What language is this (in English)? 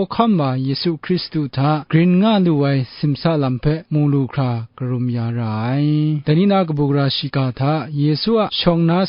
Kachin